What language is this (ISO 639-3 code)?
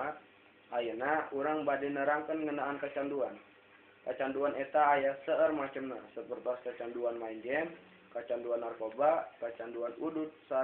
sun